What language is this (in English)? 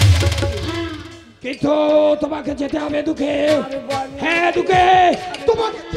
Bangla